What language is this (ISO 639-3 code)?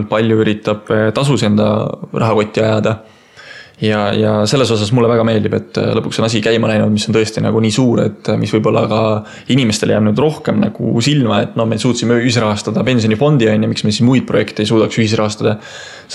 est